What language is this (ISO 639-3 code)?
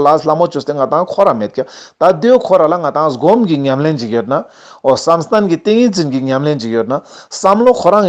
lbj